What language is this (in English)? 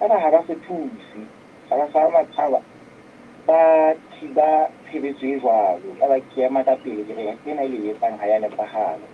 Southern Sotho